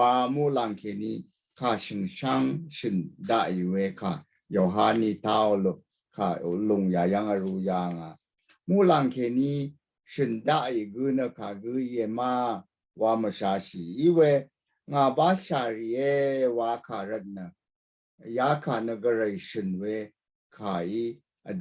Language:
Rawang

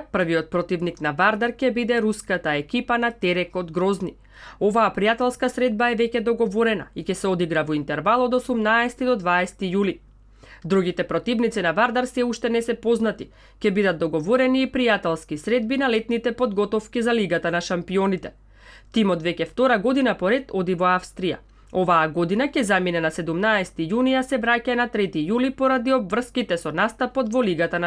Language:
Macedonian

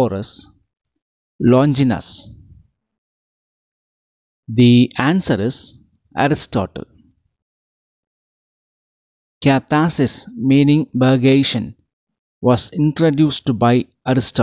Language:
English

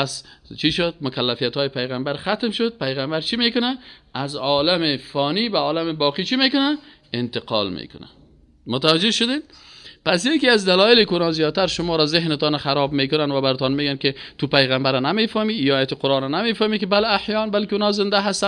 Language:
Persian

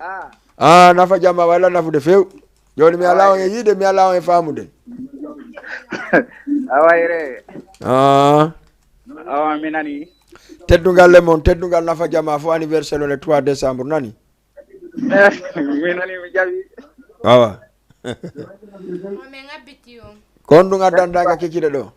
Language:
Fula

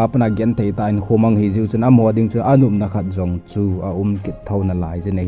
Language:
Thado Chin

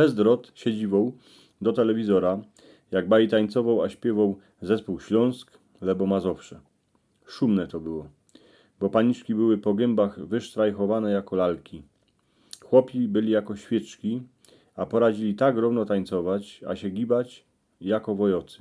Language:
Silesian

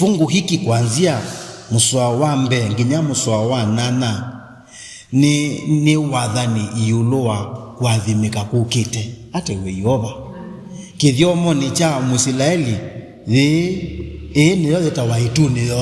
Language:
Kamba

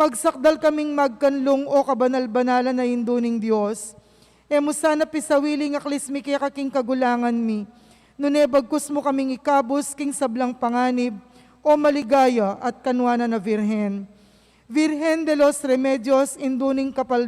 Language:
Pampanga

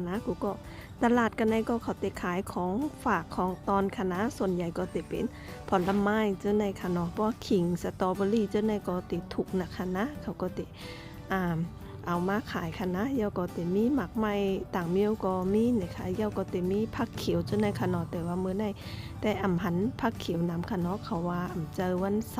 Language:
Shan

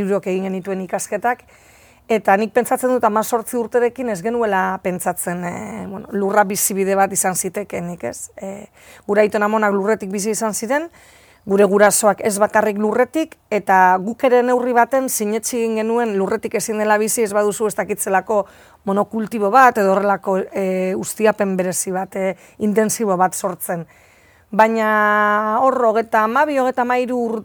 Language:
Basque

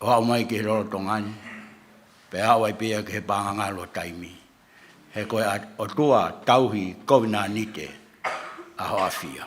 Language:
Tongan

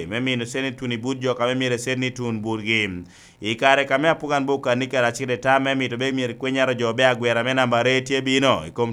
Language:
Lango (Uganda)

